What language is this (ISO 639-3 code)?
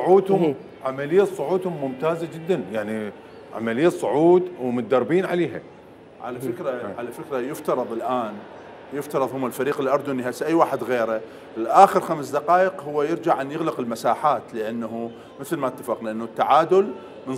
acm